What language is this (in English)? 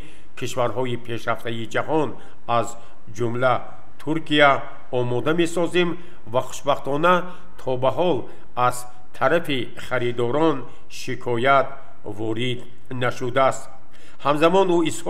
Tajik